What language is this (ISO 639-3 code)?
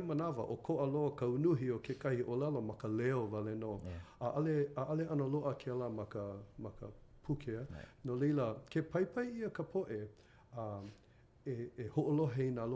haw